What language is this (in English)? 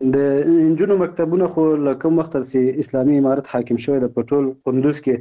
Persian